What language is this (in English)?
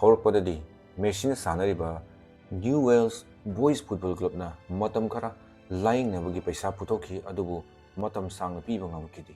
Manipuri